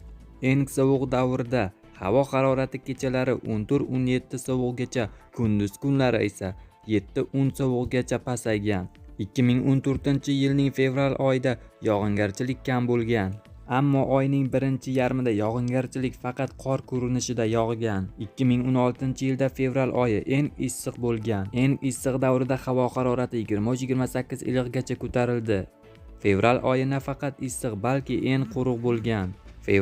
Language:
Uzbek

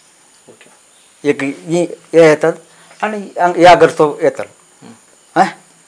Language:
Konkani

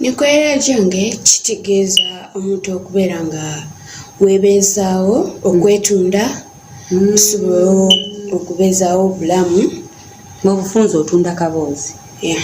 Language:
Ganda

